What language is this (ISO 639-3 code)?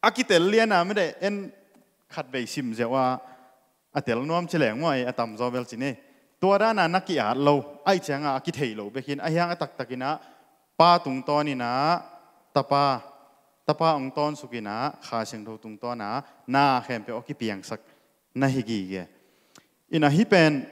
ctd